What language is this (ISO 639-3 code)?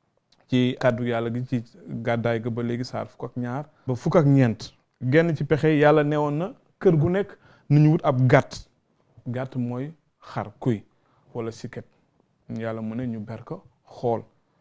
wol